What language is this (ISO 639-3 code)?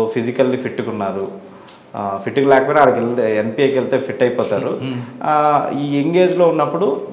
tel